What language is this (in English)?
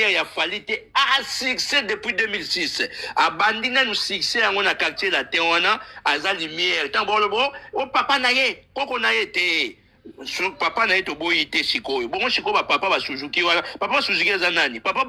Lingala